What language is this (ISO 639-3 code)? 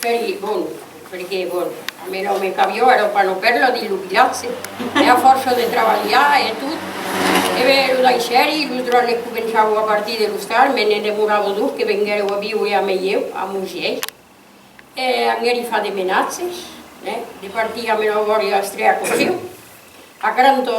oci